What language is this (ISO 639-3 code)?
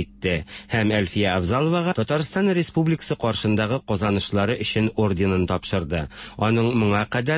tat